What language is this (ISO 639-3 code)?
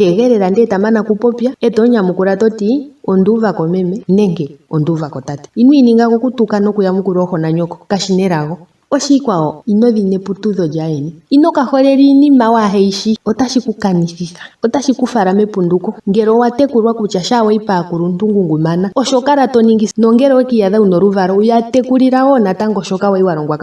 ndo